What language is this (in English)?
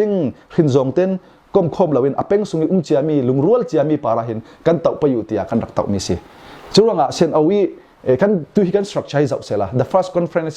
Falam Chin